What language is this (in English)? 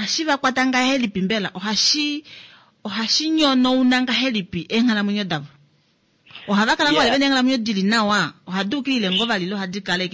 Kuanyama